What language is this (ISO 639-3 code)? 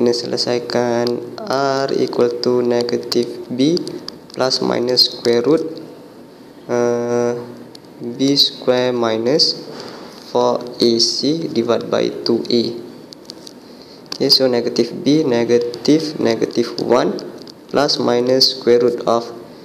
msa